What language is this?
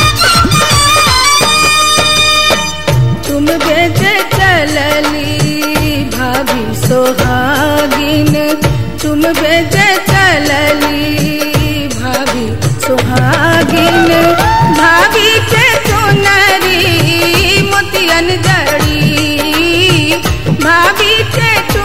Bhojpuri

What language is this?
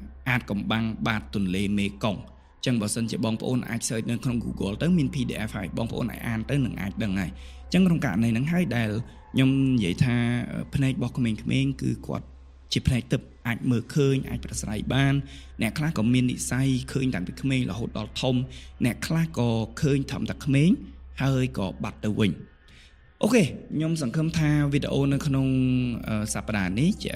Khmer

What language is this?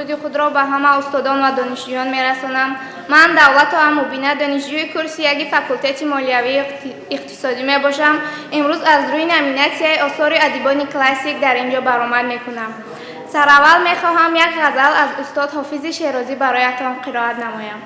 Tajik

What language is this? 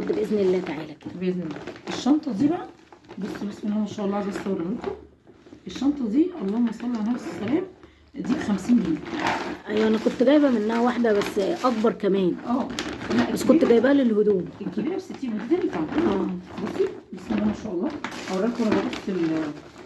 Egyptian Arabic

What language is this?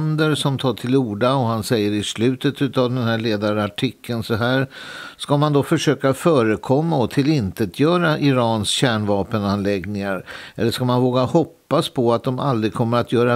Swedish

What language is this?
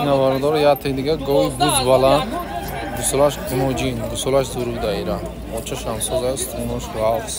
Tajik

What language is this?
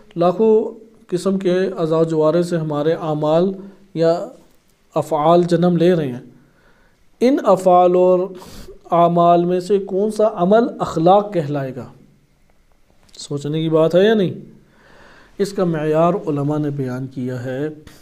Urdu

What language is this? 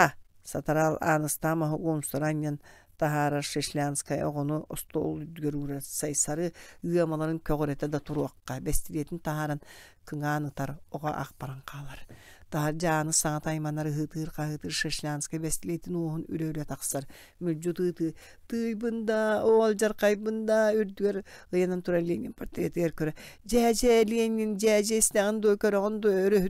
Yakut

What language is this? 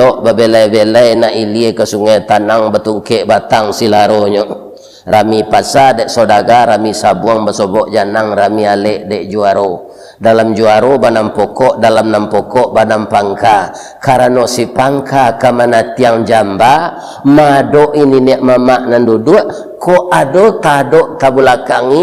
Minangkabau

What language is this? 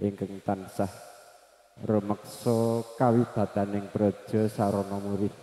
Javanese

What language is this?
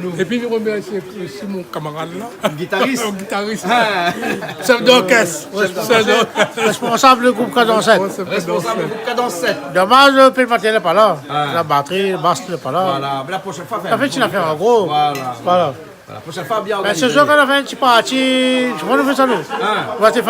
Réunion Creole French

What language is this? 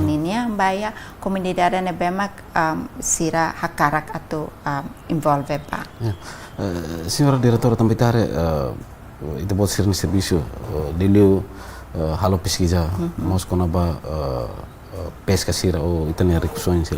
Tetum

